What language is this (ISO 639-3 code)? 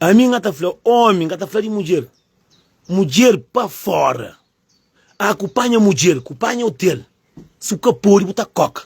kea